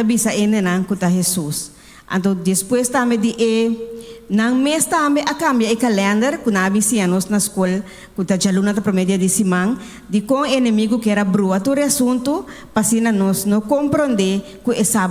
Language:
Papiamento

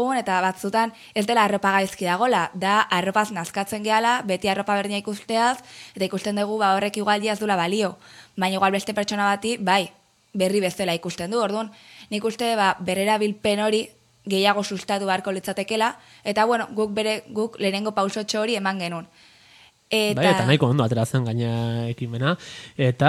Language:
Basque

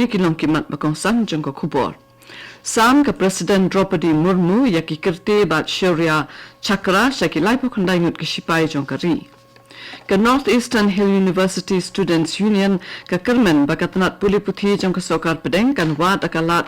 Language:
Khasi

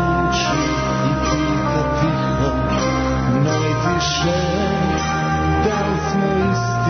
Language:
Serbian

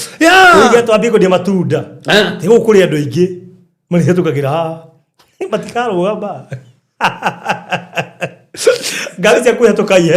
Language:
Kikuyu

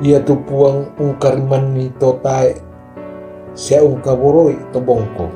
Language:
Toraja-Sa'dan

